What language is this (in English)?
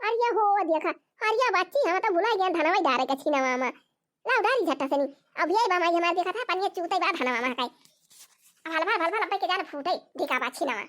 Awadhi